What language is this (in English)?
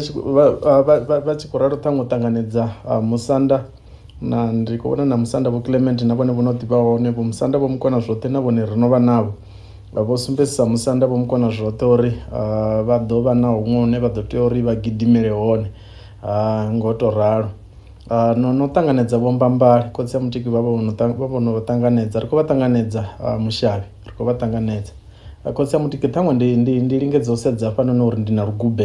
Venda